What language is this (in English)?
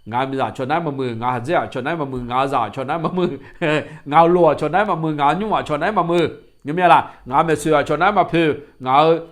Akha